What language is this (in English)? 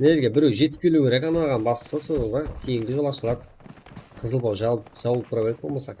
Kara-Kalpak